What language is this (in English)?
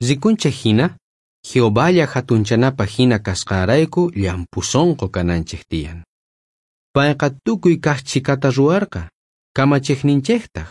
South Bolivian Quechua